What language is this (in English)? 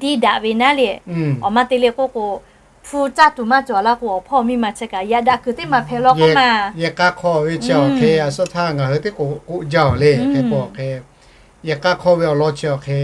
Lahu